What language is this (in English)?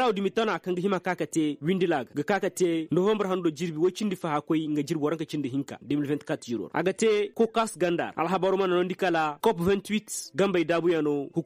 Koyraboro Senni